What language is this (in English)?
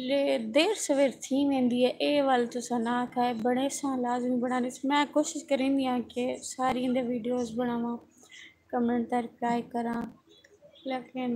Saraiki